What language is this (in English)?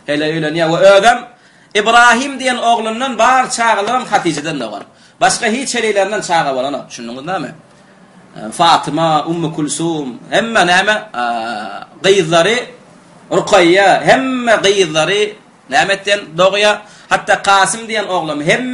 Turkmen